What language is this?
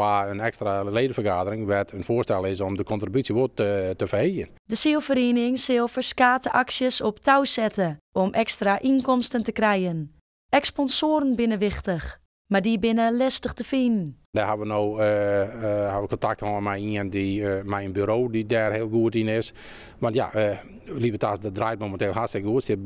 Western Frisian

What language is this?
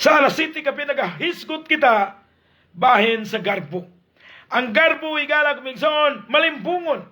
Cebuano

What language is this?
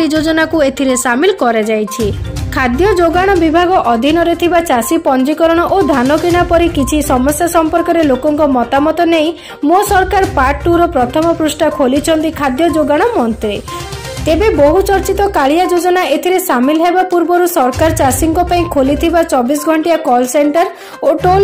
Odia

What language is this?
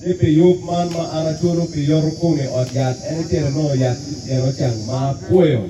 Acoli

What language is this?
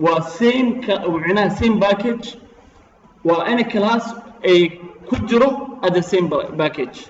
Somali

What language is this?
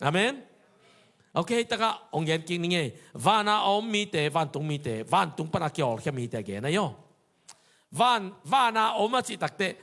Tedim Chin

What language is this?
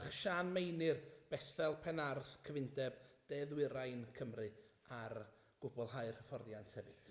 Welsh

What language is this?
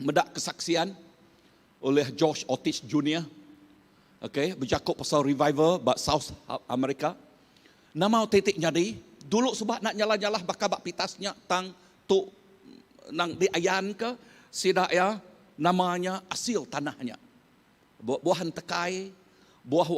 Iban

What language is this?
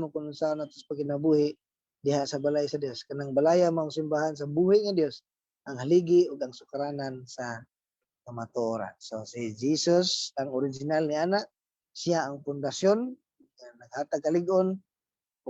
Cebuano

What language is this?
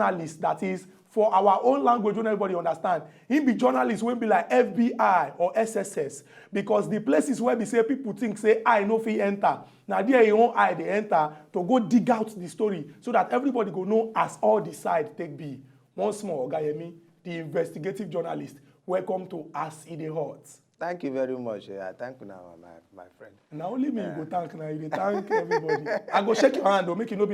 Nigerian Pidgin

